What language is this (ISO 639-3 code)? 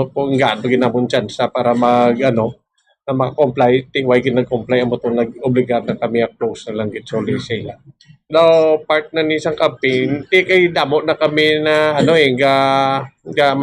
hil